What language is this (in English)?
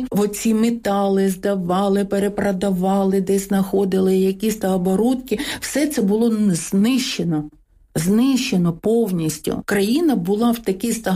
Ukrainian